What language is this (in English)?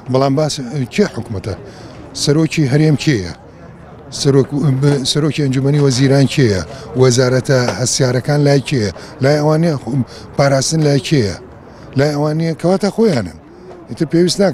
Central Kurdish